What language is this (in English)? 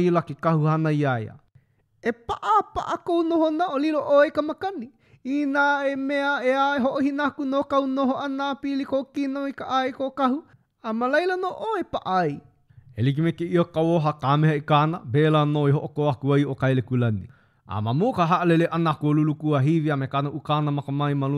Hawaiian